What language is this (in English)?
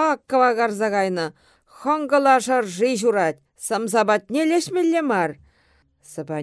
Chuvash